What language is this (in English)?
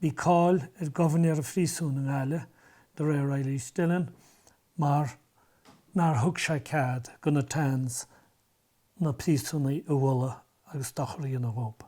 Irish